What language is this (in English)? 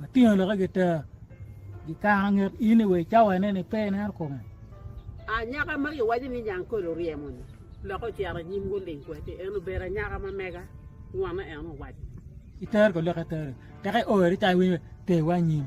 Acoli